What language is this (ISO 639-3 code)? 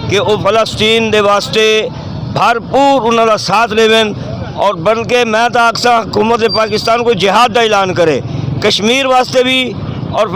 skr